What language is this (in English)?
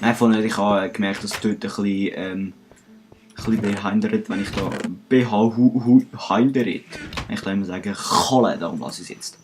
Swiss German